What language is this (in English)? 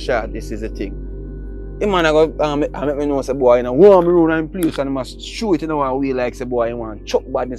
Jamaican Creole English